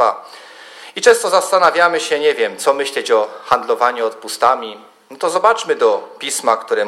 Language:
Polish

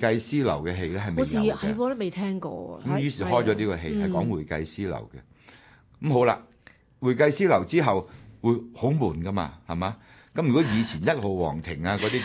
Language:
Cantonese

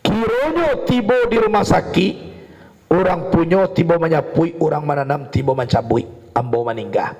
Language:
Minangkabau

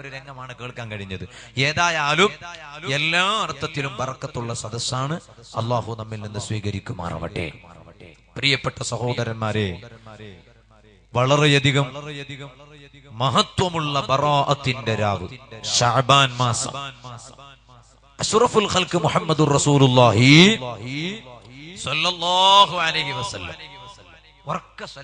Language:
Malayalam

